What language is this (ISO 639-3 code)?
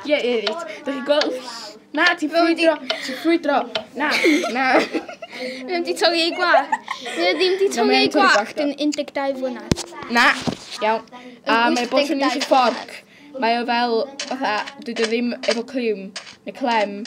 cym